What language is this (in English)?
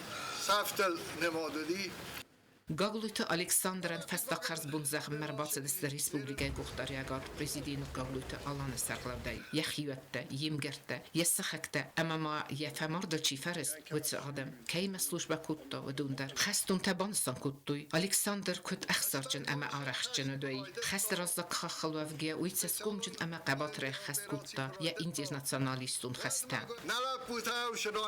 Ossetic